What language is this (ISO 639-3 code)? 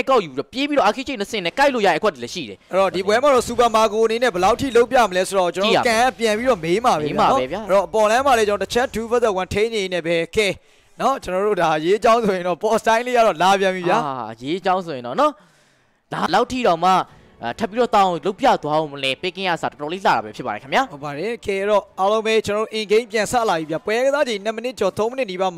mya